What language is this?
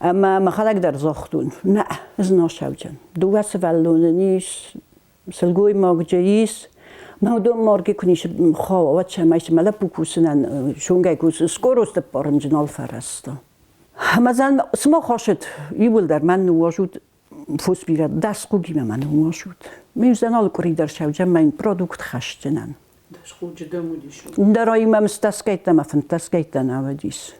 Ossetic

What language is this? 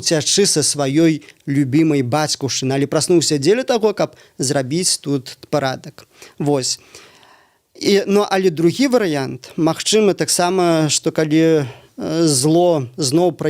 Belarusian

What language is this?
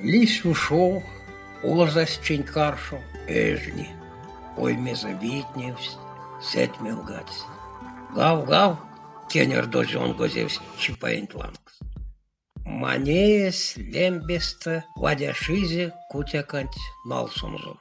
Erzya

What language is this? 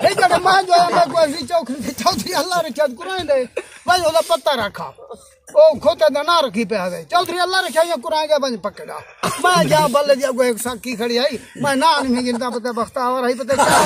Saraiki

